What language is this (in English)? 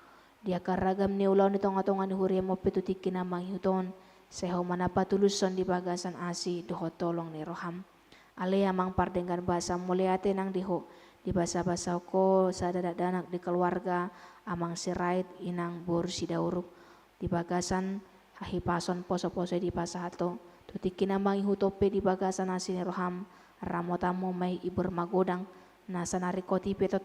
Batak Toba